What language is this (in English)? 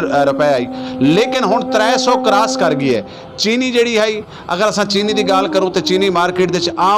Saraiki